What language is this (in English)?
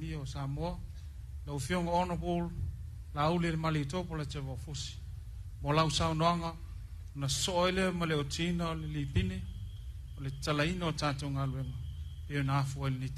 Samoan